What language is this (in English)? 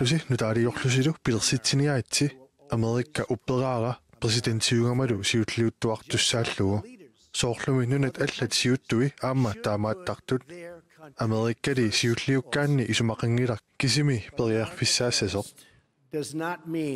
Kalaallisut